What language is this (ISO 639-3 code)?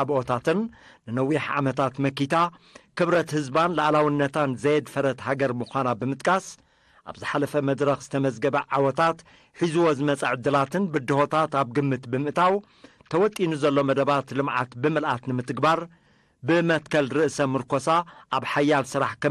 tir